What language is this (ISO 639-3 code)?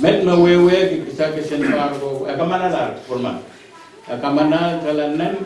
pon